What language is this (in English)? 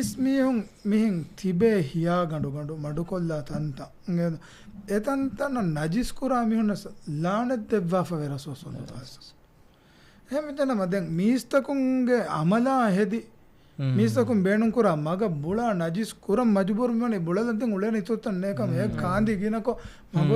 Divehi